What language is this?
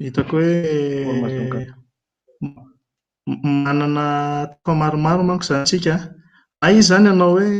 Malagasy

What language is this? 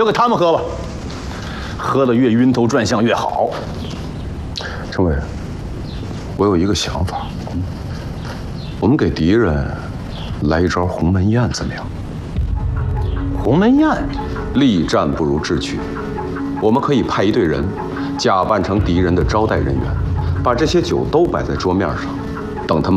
Chinese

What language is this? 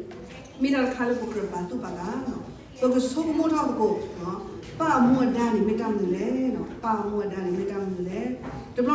S'gaw Karen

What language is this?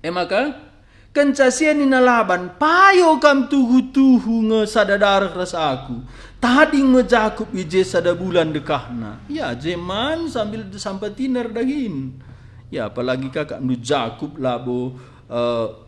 Batak Karo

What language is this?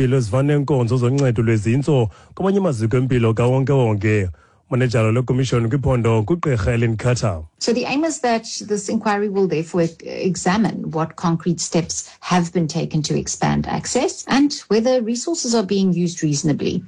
Xhosa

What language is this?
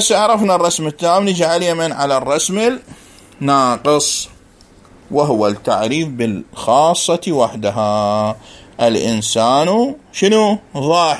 Mesopotamian Arabic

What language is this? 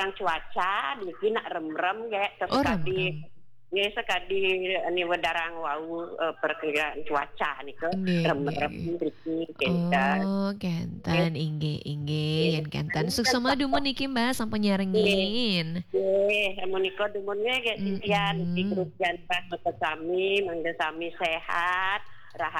Balinese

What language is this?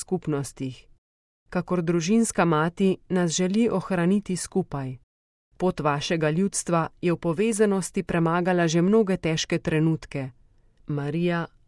Slovenian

